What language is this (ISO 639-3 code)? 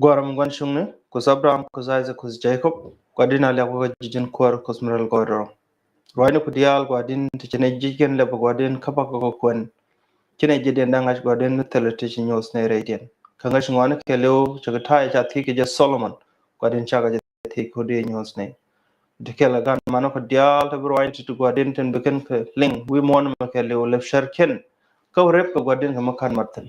nus